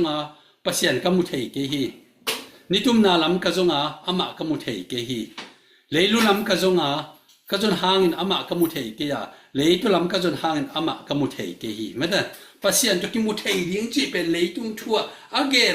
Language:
Tedim Chin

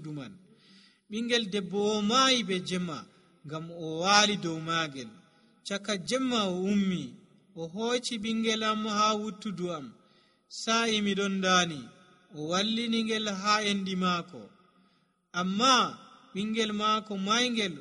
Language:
Nigerian Fulfulde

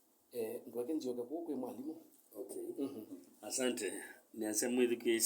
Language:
Kamba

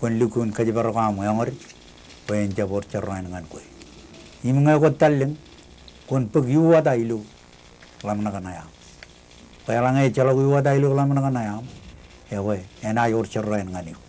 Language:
Marshallese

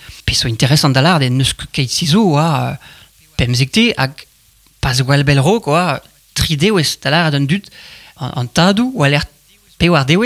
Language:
Breton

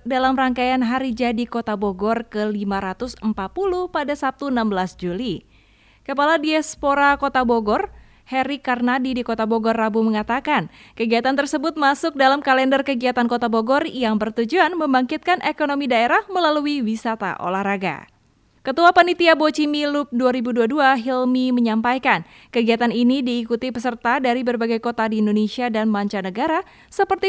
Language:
Indonesian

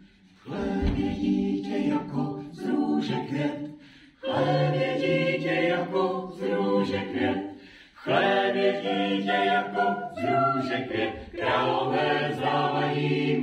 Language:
Czech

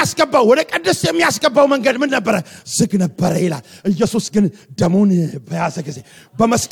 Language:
Amharic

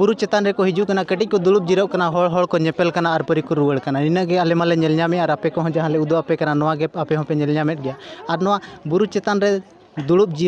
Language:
Santali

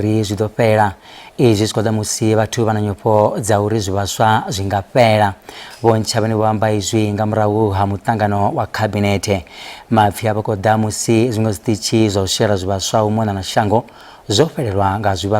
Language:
Venda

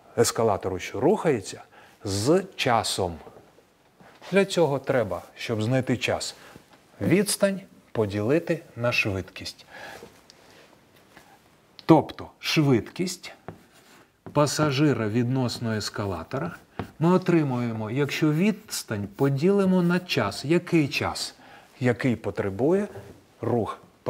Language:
Ukrainian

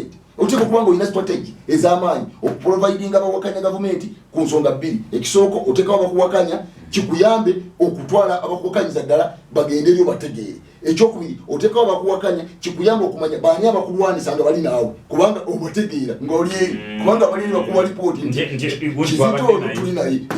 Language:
Ganda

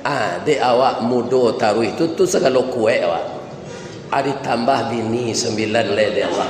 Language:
Minangkabau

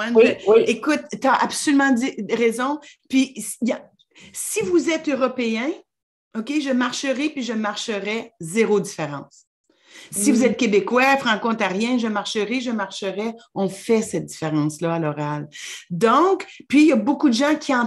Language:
French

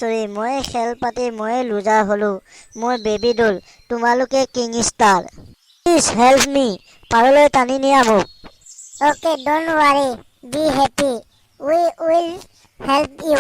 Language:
Assamese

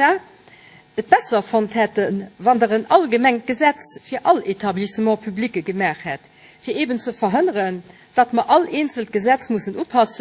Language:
Luxembourgish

